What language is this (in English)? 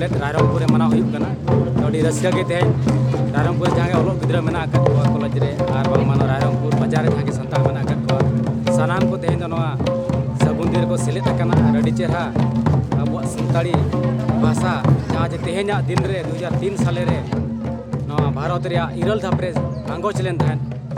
Santali